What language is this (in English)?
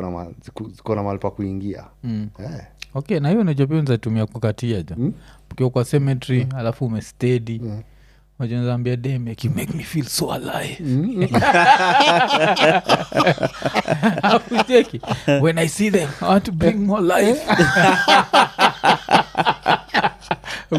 Swahili